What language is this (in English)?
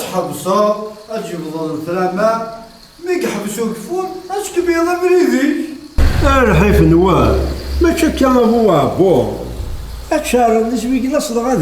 Kabyle